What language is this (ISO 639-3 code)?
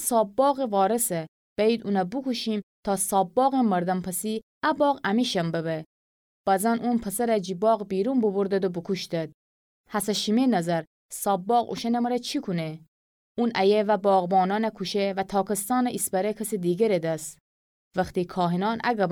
glk